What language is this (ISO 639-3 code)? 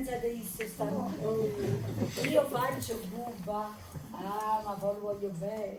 nap